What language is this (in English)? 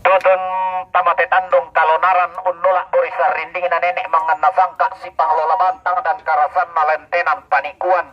Toraja-Sa'dan